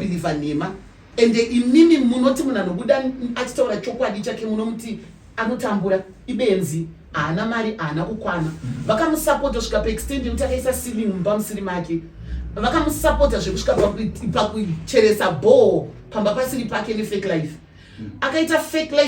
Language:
Shona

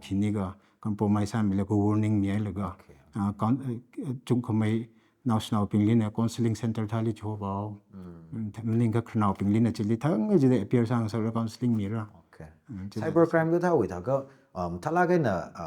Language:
Tangkhul Naga (India)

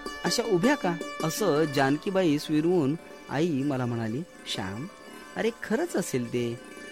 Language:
Marathi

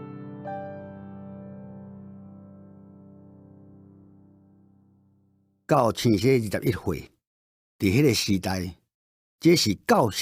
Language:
Min Nan Chinese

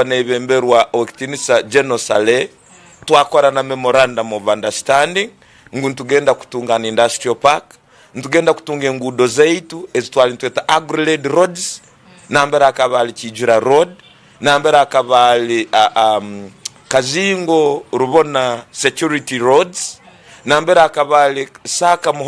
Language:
Tooro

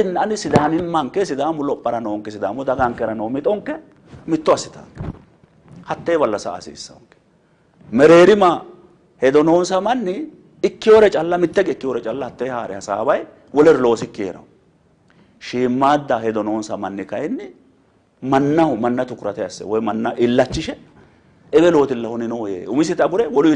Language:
Sidamo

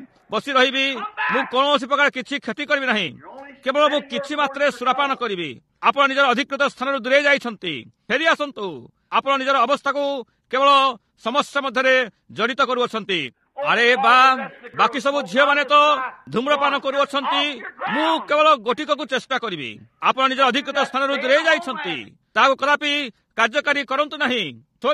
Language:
Odia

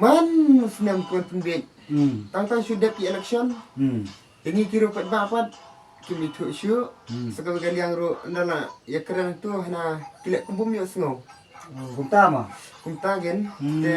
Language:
Khasi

